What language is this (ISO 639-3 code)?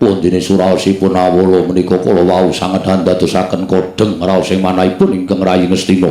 jav